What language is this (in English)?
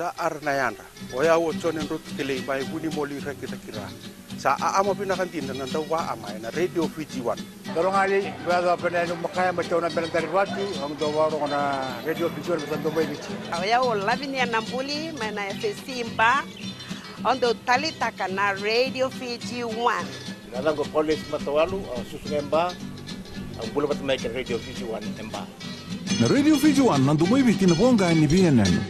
Fijian